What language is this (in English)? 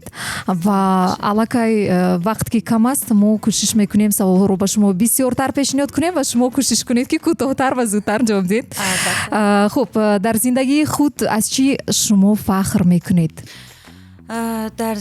Tajik